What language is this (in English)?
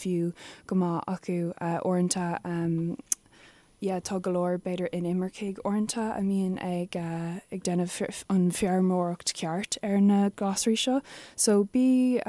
Irish